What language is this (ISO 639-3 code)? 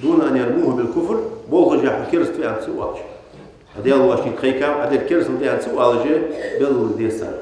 inh